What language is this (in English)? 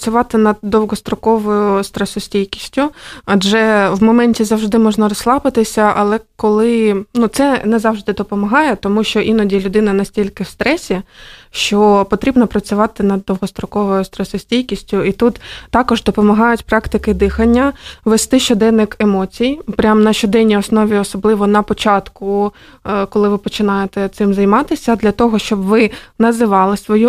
Ukrainian